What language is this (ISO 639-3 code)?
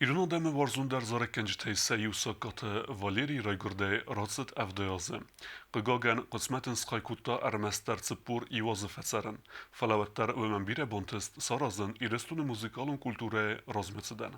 oss